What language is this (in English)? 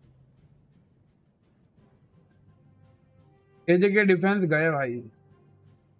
Hindi